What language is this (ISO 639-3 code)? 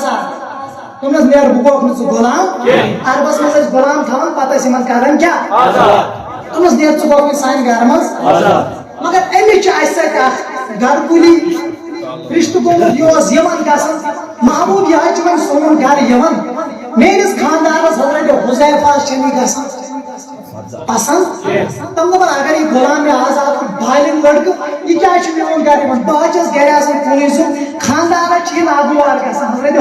kas